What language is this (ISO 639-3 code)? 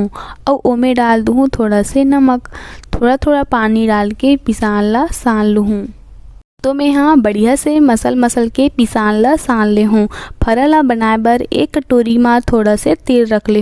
hne